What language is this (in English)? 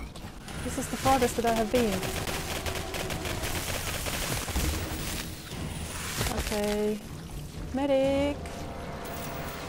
English